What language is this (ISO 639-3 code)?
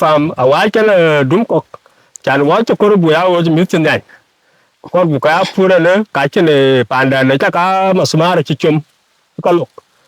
din